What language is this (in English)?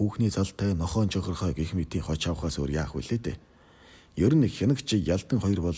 Mongolian